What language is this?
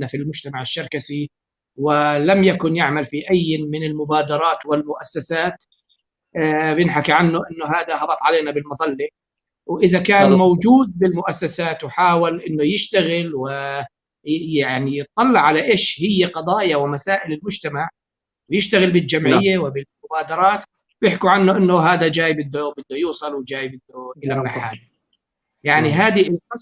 North Levantine Arabic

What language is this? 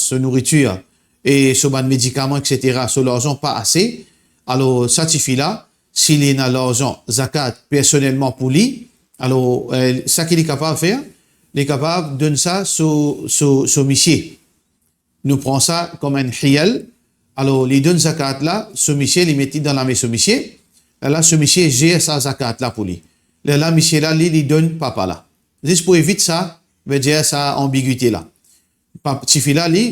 Morisyen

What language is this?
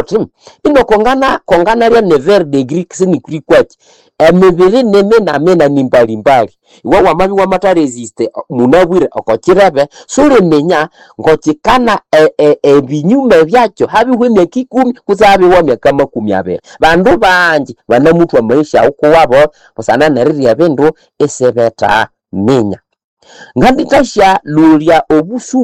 Nande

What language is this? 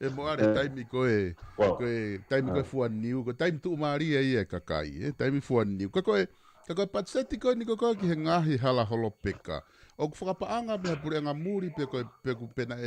Tongan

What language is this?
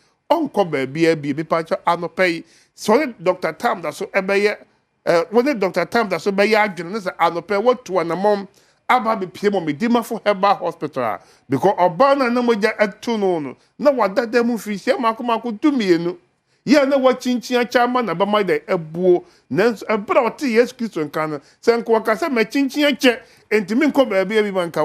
Akan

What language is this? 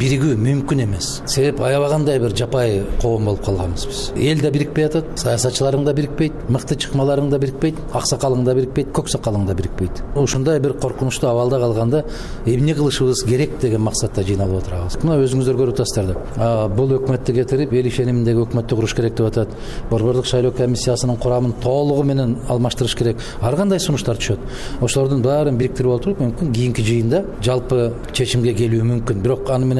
Kyrgyz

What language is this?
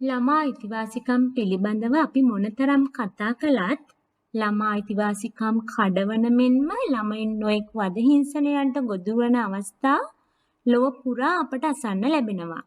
Sinhala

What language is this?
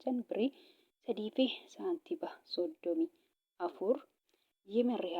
Oromo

